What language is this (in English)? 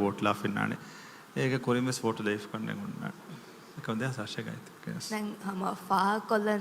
Divehi